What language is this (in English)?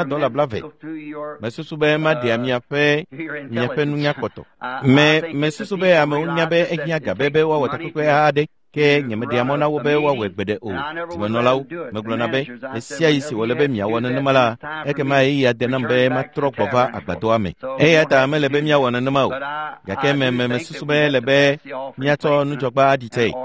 Ewe